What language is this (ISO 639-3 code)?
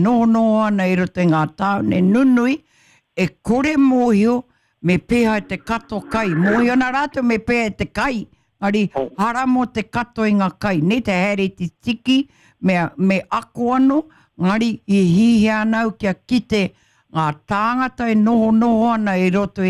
mri